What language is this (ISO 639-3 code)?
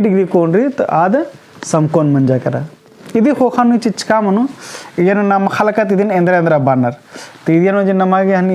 kru